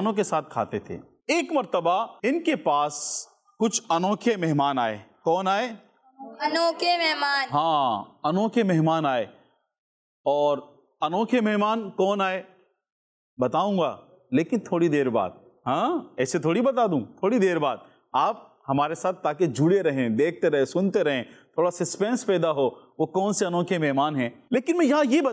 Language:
Urdu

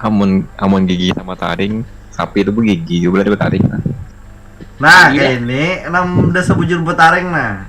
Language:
Banjar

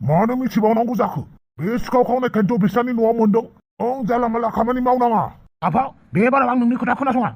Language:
Bodo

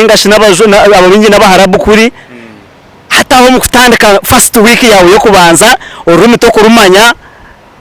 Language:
Nyankole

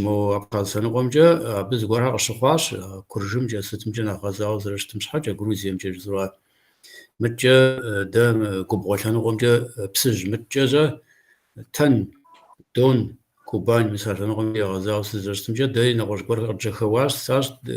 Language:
Kabardian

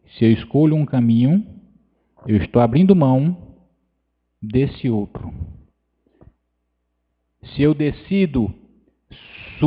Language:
Portuguese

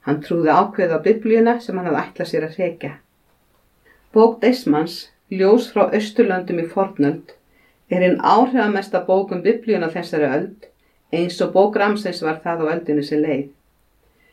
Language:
Icelandic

